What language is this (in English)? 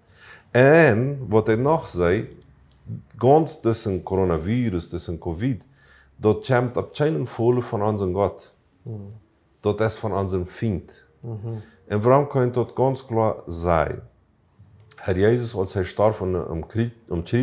Plautdietsch